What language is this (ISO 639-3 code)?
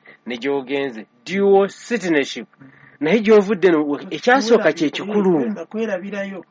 lug